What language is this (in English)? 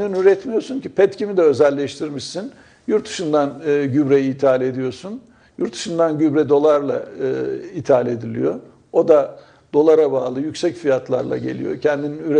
Turkish